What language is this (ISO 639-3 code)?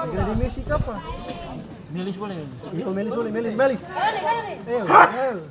abs